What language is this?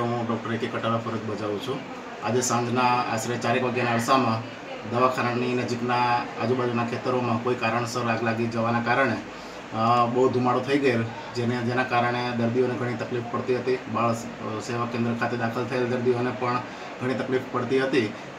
Gujarati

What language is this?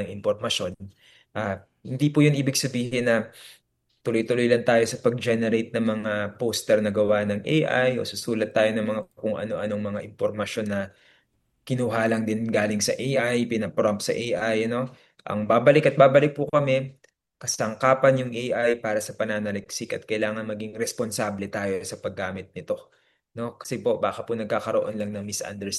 Filipino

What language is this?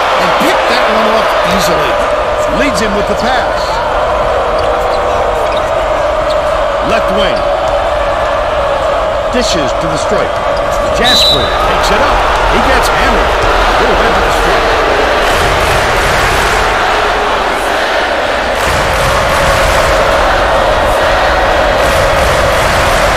English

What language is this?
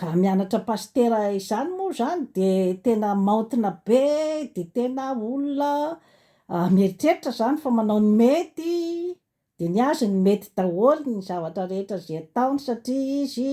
Malagasy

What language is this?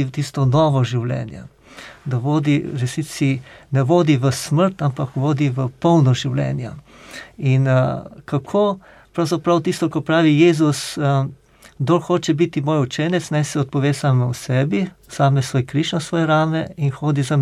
Slovenian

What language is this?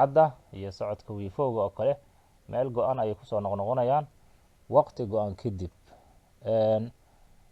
Somali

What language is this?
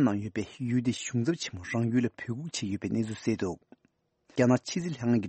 Tibetan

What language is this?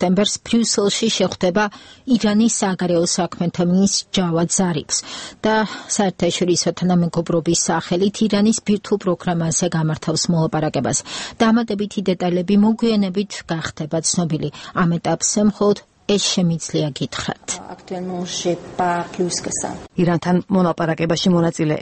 Georgian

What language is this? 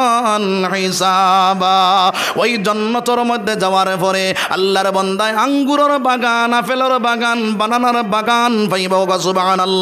Sylheti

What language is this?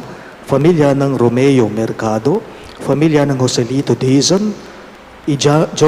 Pampanga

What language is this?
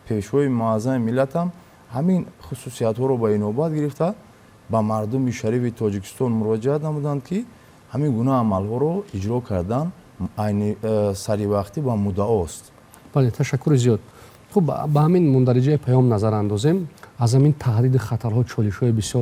Tajik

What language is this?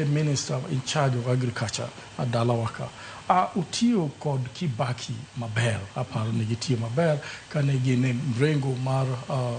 Luo (Kenya and Tanzania)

